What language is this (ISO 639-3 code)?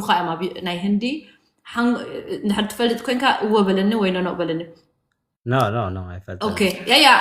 tir